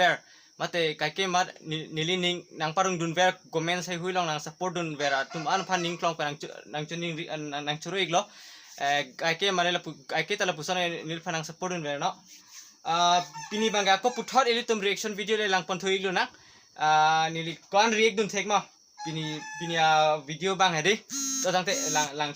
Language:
Karbi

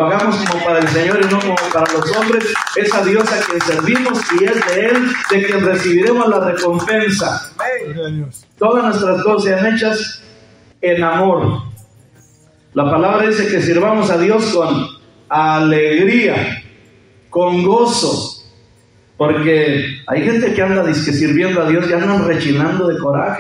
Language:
Spanish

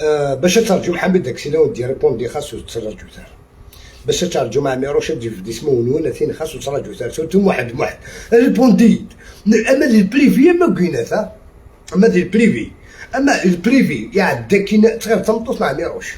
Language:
Algerian Arabic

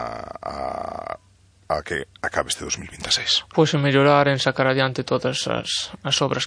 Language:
Galician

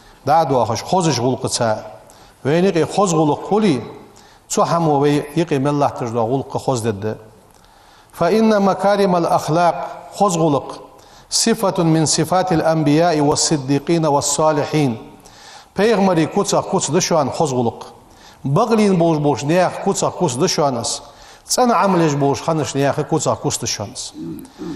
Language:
Ingush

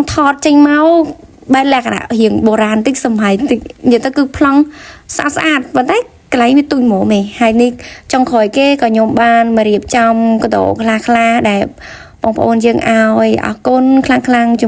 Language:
Khmer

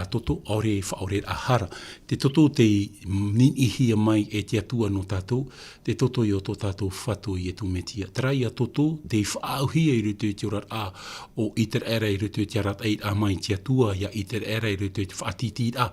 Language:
Tahitian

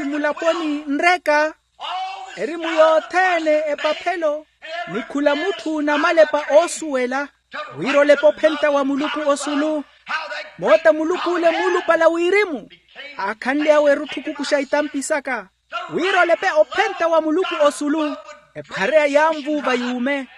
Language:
Makhuwa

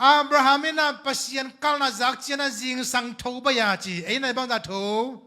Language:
Tedim Chin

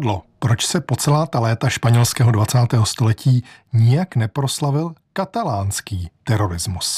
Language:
Czech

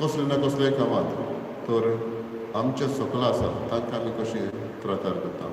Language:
Konkani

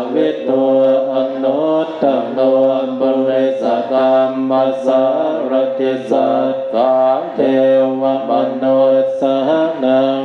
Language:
Pali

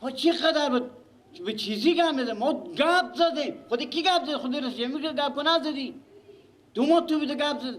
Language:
Persian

